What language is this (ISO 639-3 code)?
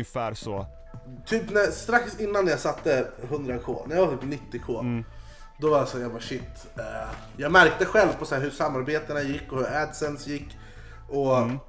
swe